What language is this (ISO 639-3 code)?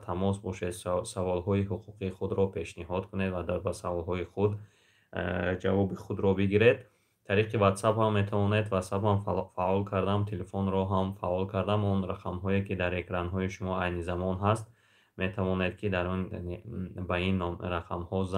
tgk